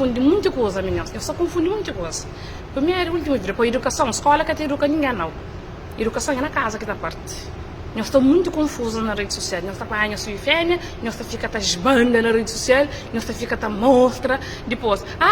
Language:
Kabuverdianu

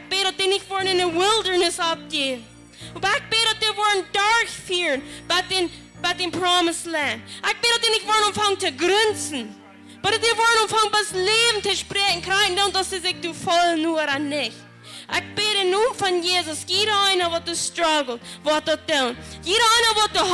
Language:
Plautdietsch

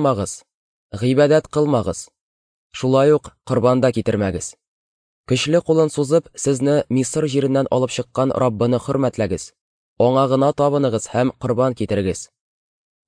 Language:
Tatar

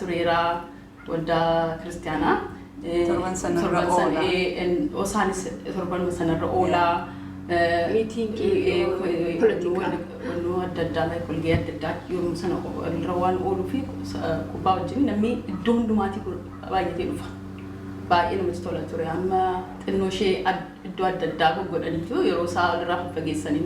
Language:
Oromo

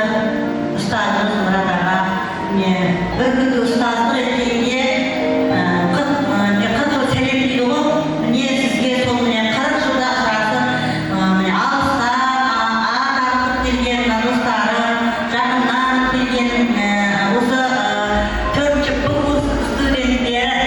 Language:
Kara-Kalpak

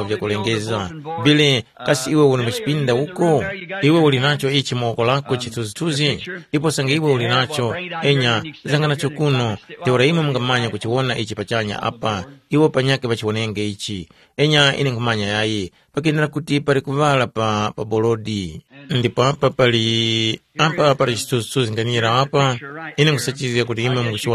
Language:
Tumbuka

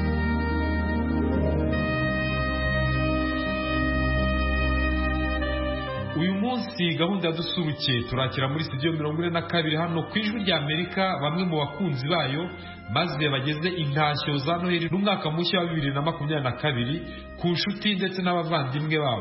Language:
Kinyarwanda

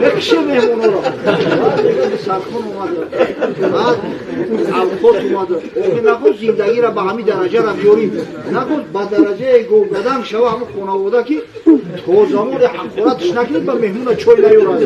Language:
Tajik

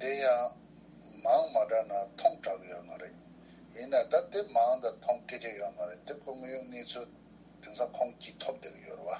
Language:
Tibetan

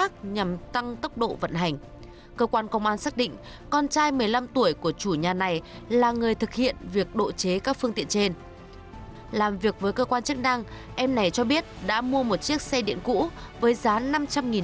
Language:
Vietnamese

